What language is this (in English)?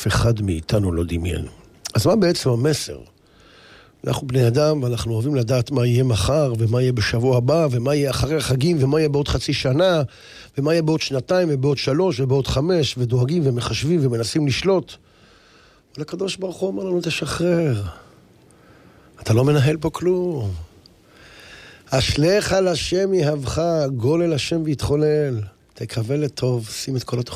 Hebrew